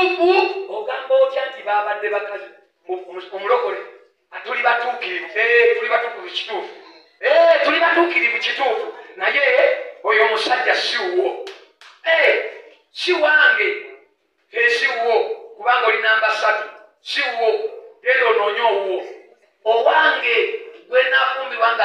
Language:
Ganda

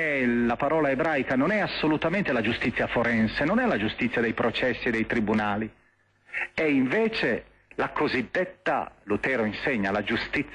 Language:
Italian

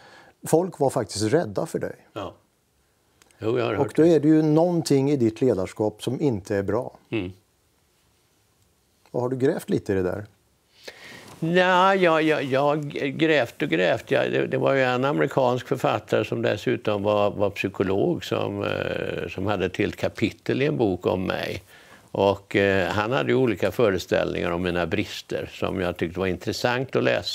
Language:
Swedish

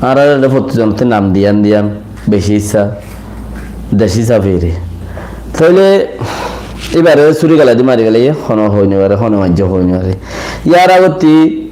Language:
Rohingya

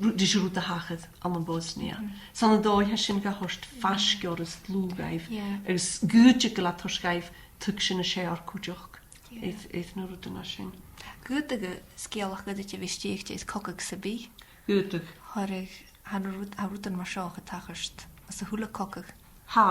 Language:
Scottish Gaelic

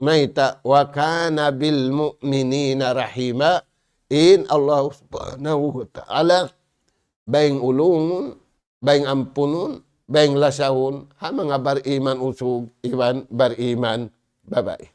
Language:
Tausug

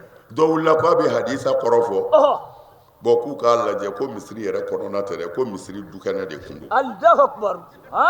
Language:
Bambara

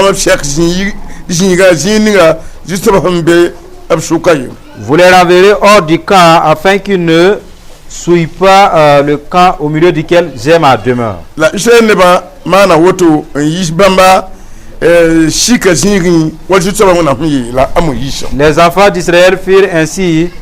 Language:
Mossi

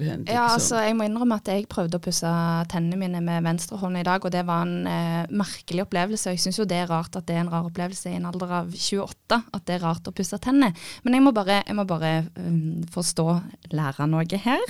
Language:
Norwegian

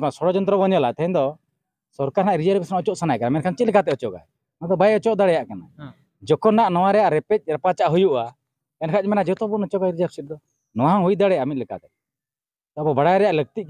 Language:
Santali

